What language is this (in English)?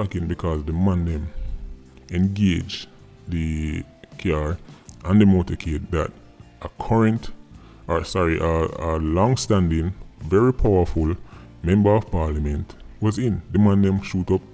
Jamaican Creole English